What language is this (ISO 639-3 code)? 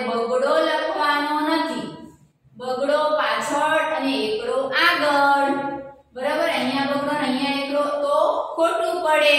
guj